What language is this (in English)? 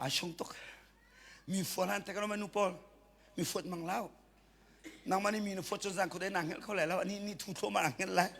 Hakha Chin